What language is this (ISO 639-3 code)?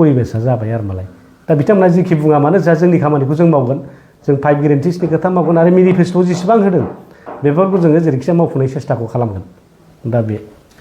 brx